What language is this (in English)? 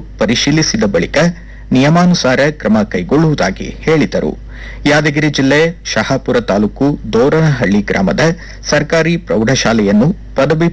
Kannada